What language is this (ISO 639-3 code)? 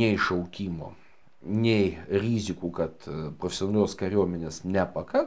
lit